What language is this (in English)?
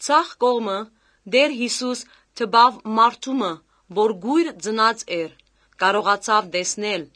Armenian